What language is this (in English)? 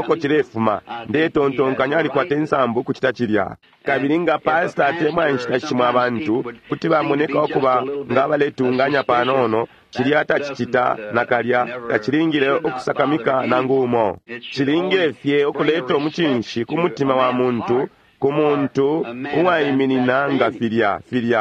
Bemba